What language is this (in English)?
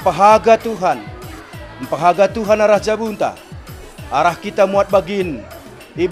Batak Karo